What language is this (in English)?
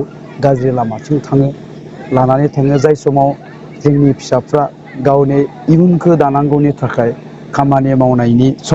Bodo